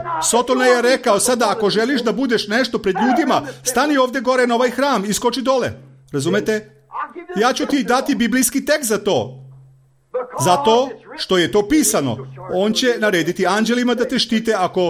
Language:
Serbian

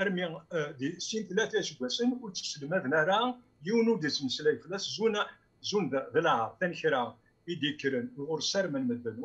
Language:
Kabyle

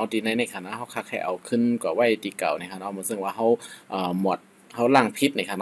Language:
Shan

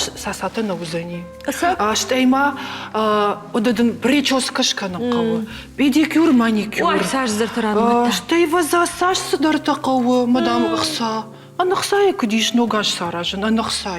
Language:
Ossetic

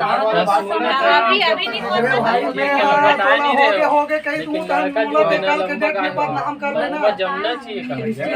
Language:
Chhattisgarhi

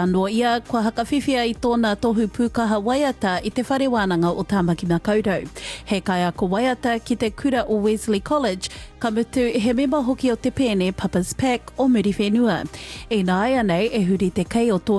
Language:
Māori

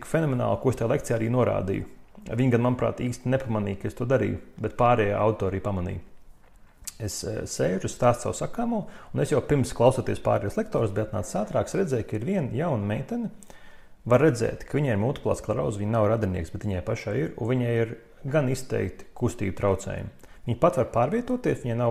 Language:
Latvian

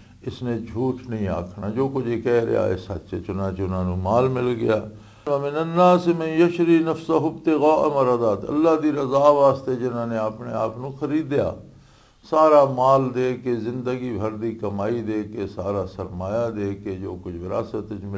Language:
Western Panjabi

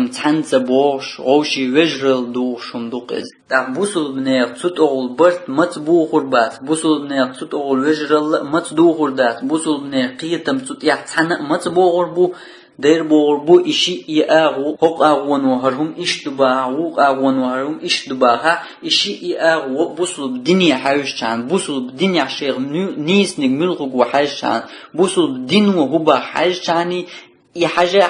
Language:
Chechen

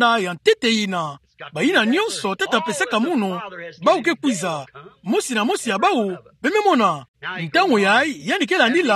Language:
Kituba (Democratic Republic of Congo)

